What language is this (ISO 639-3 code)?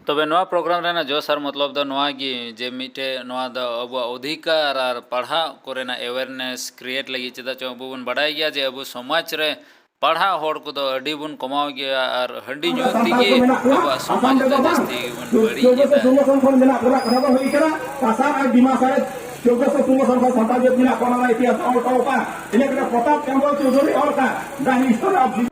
sat